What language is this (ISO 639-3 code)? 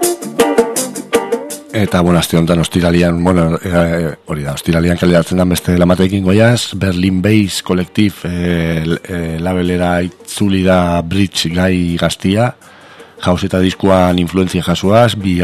eus